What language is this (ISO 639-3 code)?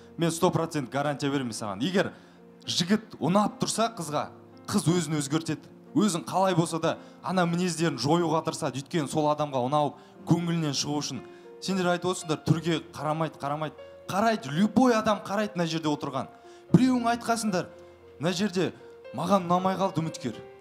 kaz